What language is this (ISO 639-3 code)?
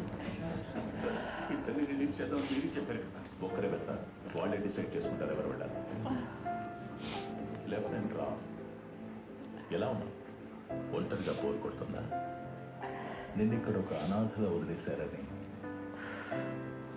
tel